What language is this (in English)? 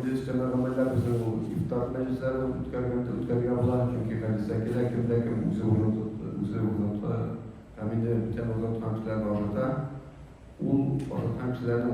Tatar